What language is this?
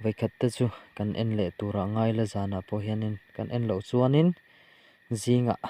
Mizo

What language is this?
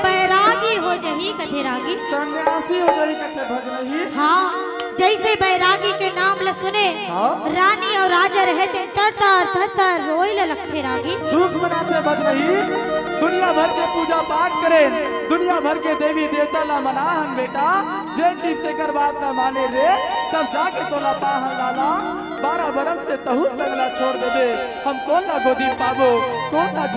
Chhattisgarhi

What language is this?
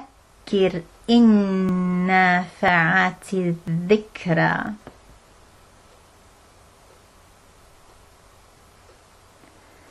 Estonian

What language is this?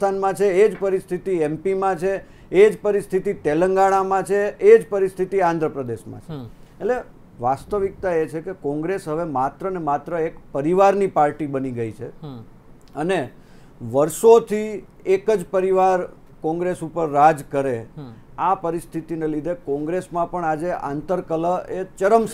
Gujarati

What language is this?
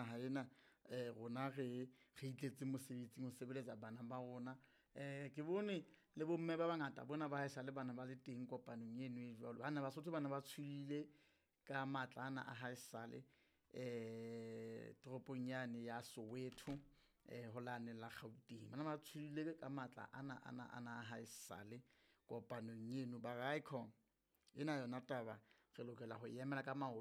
Southern Sotho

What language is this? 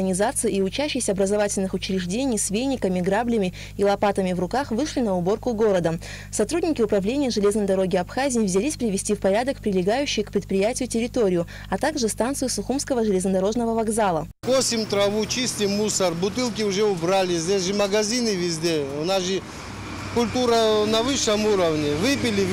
Russian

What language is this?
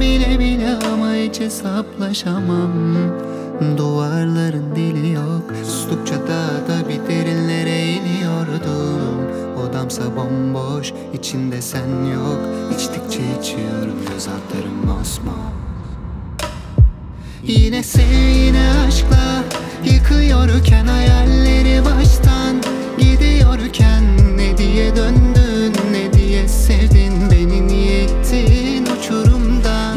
Turkish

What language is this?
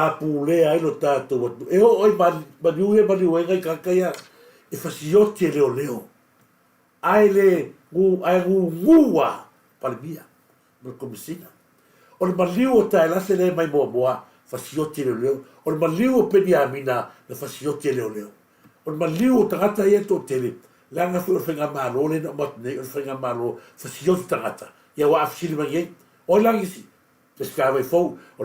Samoan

